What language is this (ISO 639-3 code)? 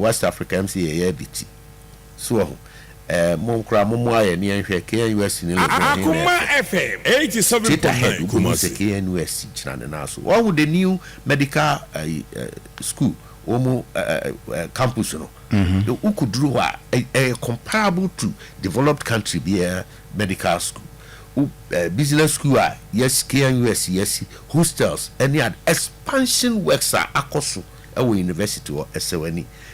aka